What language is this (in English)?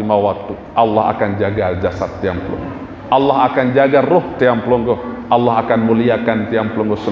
Sasak